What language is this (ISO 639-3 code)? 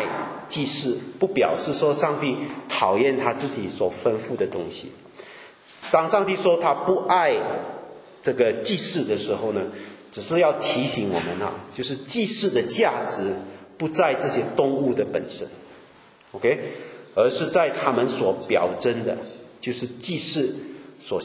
zho